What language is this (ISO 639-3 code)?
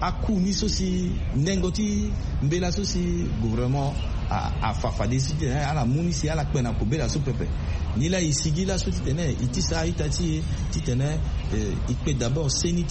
sag